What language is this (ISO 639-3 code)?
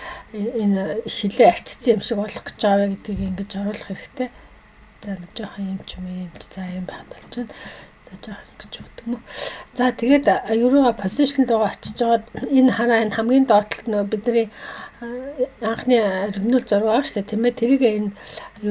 mon